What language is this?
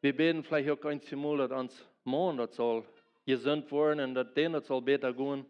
Plautdietsch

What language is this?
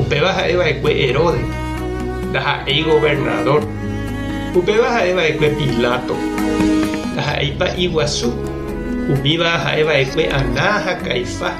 Guarani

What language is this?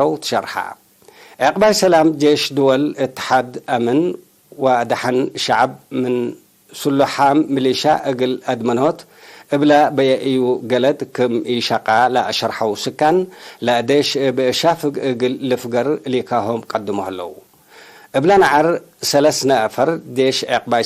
Tigre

